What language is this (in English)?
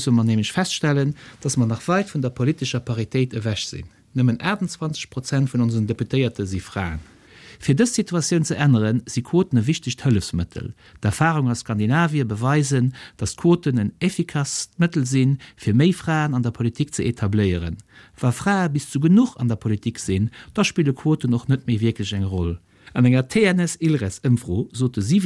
Luxembourgish